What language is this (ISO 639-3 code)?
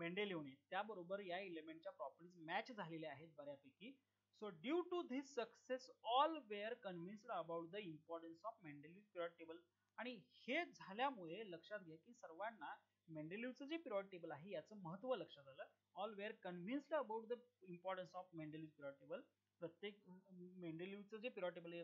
mar